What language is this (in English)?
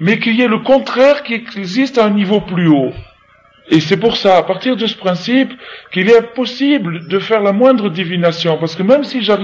French